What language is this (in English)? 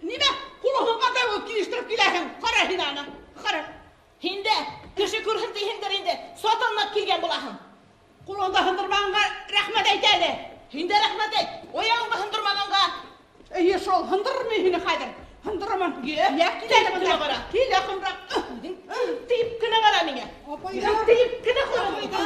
Bashkir